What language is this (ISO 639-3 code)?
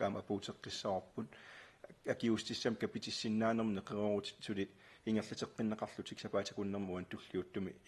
kal